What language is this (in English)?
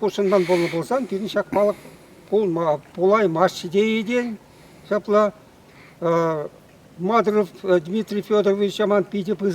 Chuvash